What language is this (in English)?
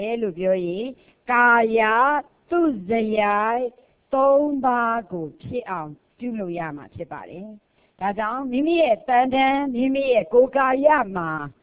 Burmese